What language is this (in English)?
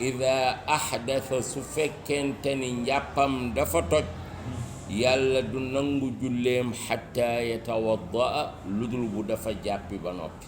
Wolof